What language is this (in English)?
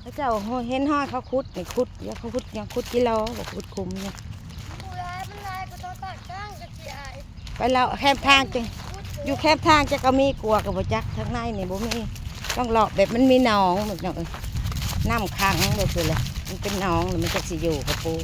Northeastern Thai